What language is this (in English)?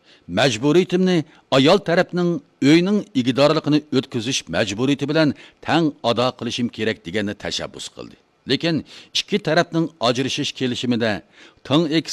Uyghur